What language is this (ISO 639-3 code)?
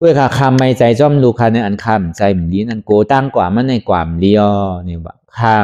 shn